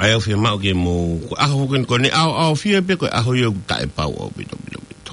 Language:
Tongan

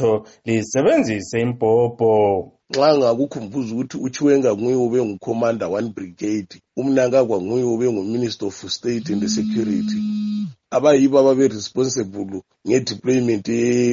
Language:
North Ndebele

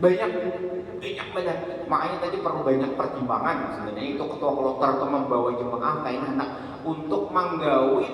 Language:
Banjar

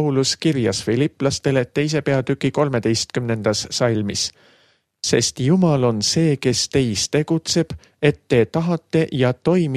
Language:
Estonian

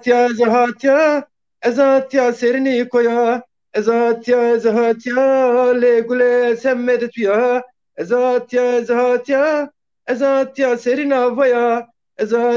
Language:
Zaza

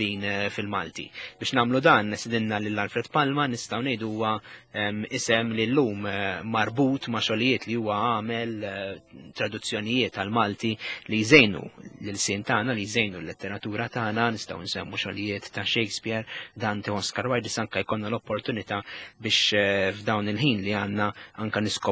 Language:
Maltese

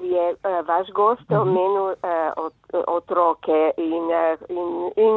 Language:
Slovenian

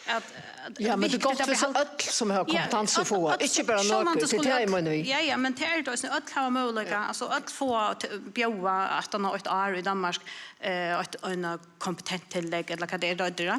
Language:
Faroese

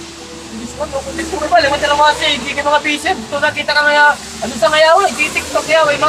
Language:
Waray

